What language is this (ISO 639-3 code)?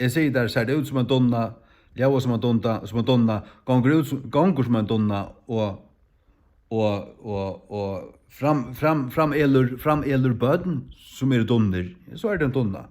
fao